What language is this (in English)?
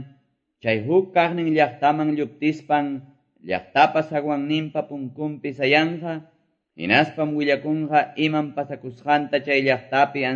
Quechua